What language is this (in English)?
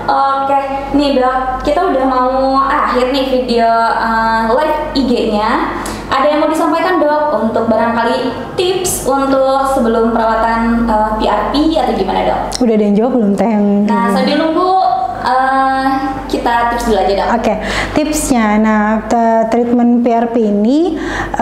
Indonesian